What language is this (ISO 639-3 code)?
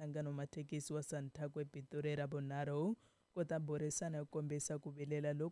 tso